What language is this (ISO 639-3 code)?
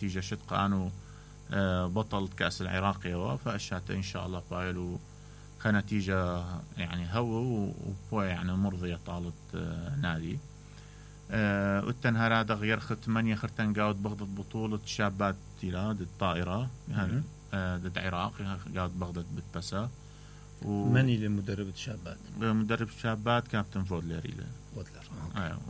acm